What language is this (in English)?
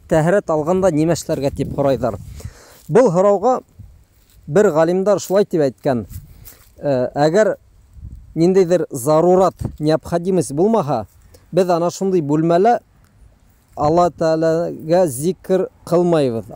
Bashkir